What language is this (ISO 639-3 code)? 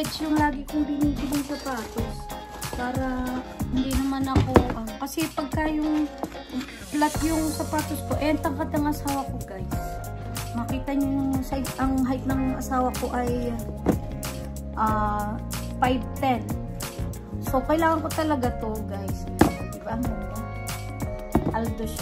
fil